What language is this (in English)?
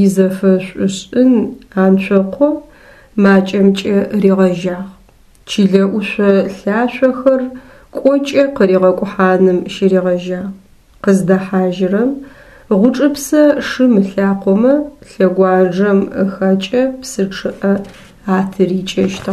Adyghe